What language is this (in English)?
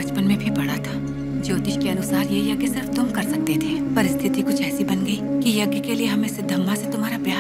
Hindi